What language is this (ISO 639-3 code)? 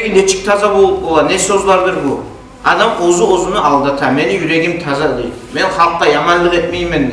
kum